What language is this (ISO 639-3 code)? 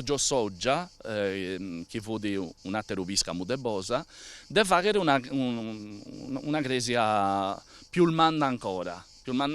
srd